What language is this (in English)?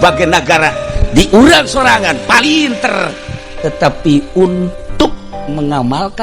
Sundanese